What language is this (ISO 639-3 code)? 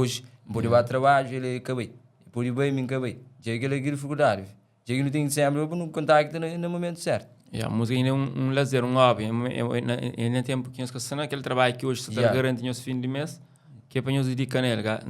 kea